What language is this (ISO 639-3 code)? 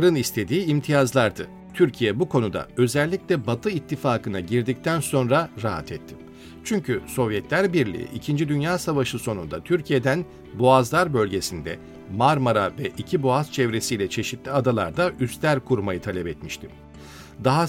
tur